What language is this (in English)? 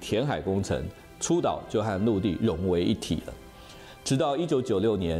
Chinese